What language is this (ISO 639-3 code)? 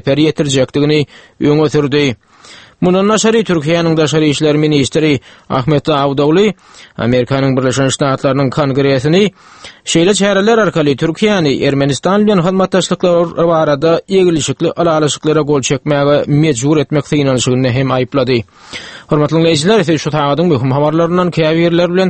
tuk